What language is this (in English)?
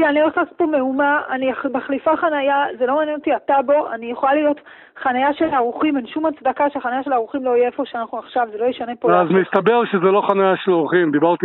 Hebrew